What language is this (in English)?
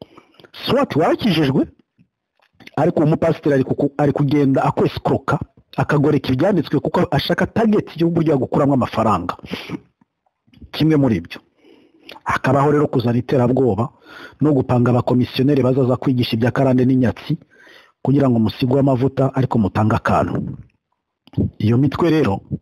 Kinyarwanda